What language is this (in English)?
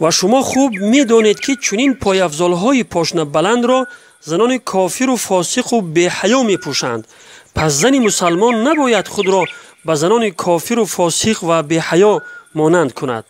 Tajik